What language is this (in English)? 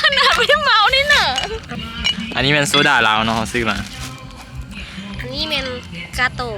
Lao